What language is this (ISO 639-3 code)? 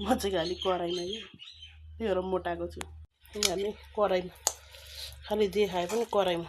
nep